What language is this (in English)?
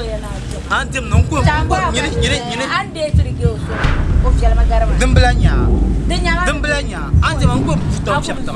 Dagbani